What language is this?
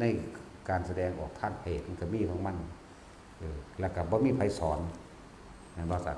Northeastern Thai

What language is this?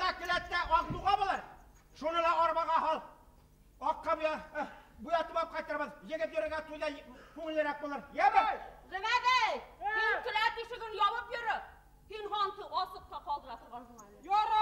Bashkir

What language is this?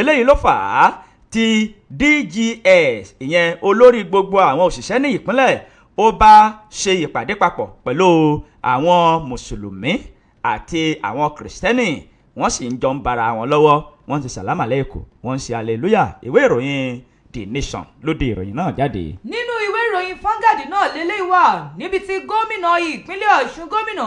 Yoruba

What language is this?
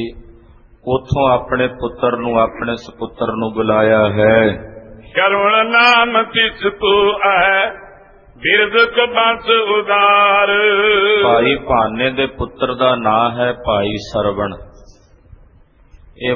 Punjabi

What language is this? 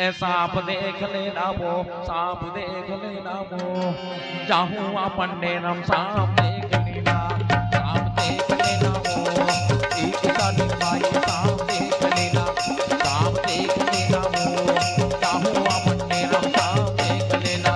Chhattisgarhi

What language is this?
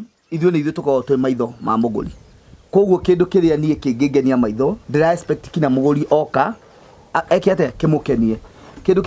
Kikuyu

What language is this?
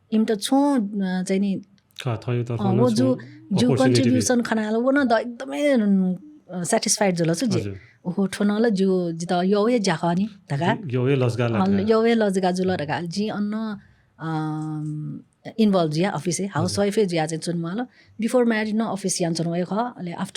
Newari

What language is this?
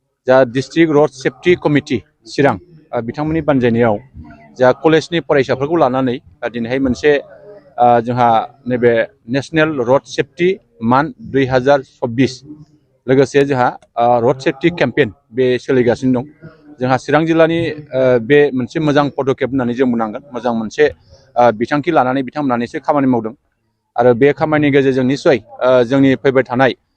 Bodo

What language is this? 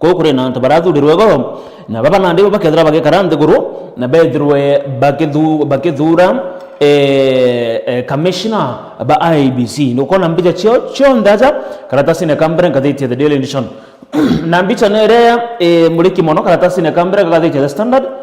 Meru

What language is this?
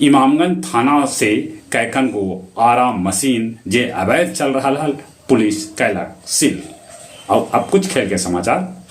Magahi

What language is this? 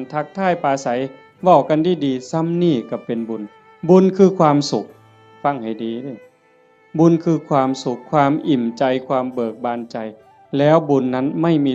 Northeastern Thai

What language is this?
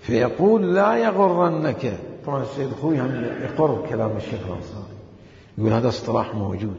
Mesopotamian Arabic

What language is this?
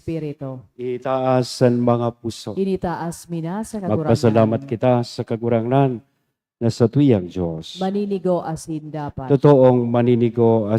Bikol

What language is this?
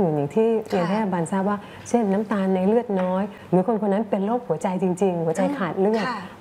Thai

